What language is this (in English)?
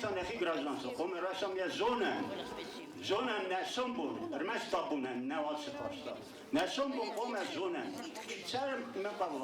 Ossetic